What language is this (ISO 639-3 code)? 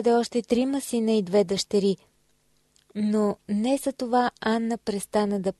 bul